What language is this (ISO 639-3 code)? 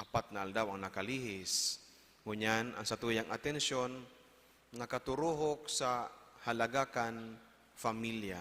bik